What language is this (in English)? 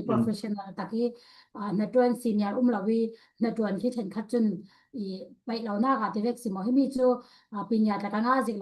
Falam Chin